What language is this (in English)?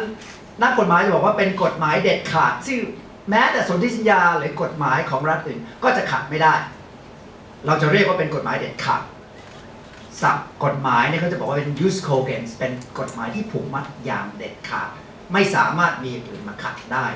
Thai